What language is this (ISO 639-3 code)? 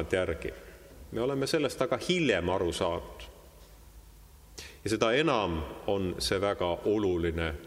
est